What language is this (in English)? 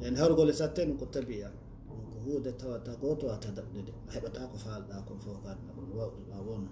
Fula